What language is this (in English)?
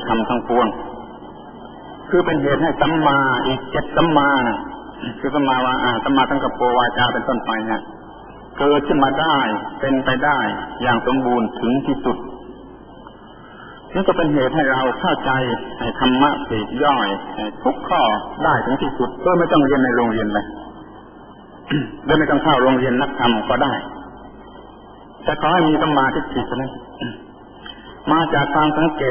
Thai